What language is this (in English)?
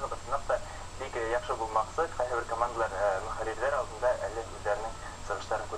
Bashkir